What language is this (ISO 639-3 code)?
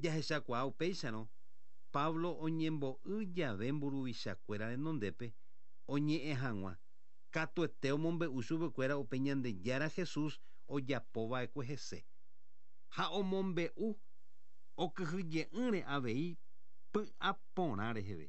grn